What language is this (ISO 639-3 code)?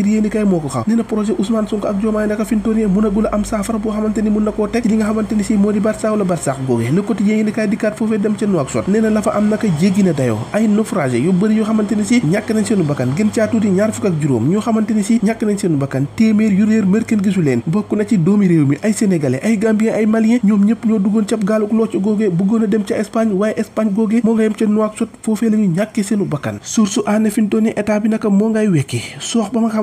wol